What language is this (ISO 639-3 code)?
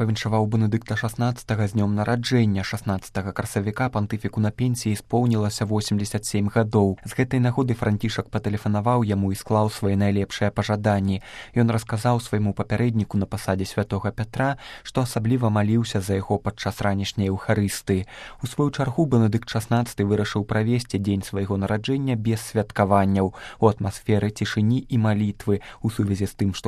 bel